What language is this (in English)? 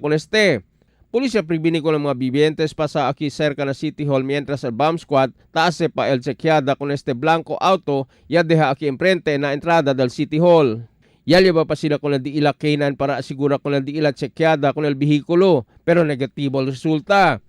Chavacano